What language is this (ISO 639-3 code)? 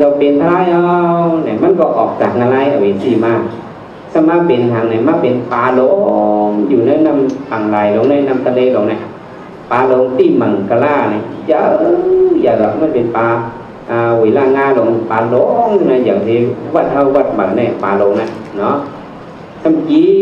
shn